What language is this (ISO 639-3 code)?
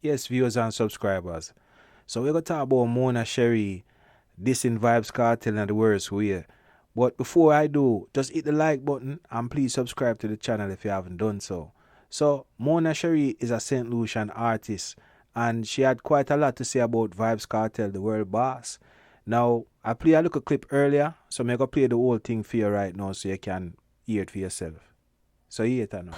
jam